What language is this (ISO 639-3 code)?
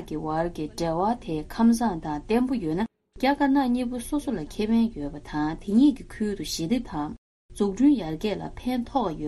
bod